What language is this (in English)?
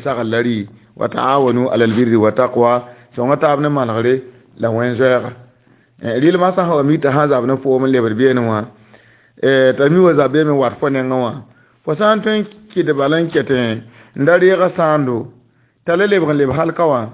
Mossi